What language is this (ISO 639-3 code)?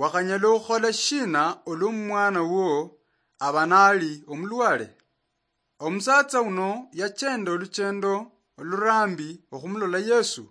luy